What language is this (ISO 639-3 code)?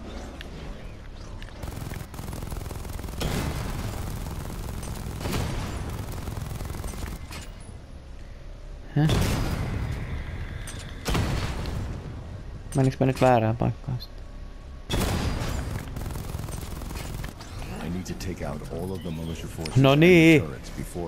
fin